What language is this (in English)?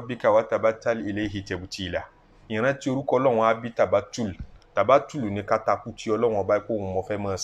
Yoruba